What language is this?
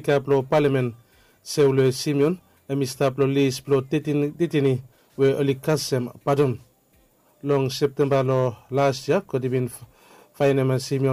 Bislama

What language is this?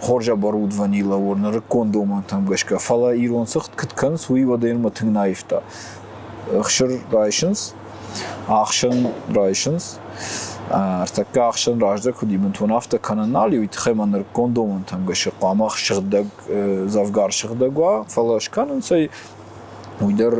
Ossetic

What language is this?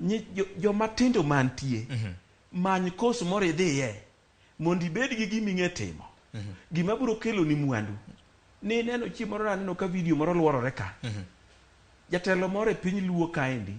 Luo (Kenya and Tanzania)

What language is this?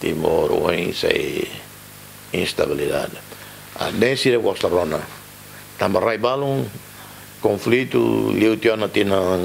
Tetum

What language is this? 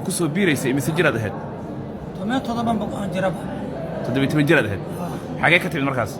Somali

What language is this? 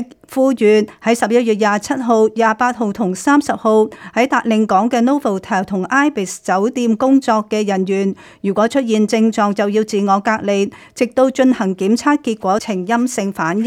Cantonese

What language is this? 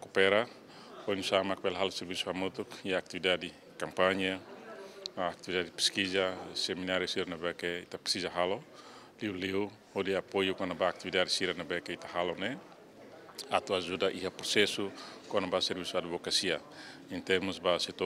Tetum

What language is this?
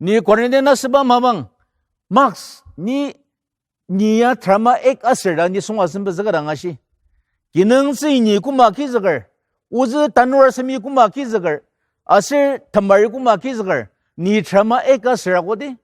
Ao Naga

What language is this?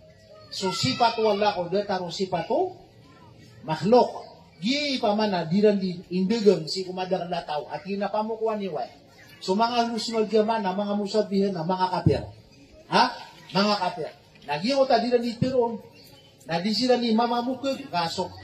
Maranao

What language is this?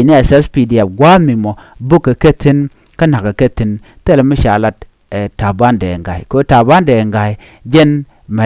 Nuer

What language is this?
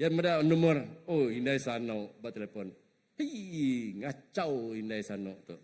Iban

